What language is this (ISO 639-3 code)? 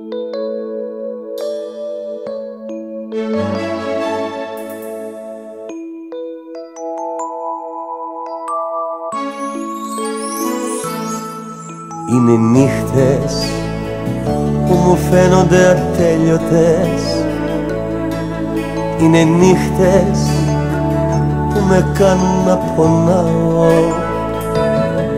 ell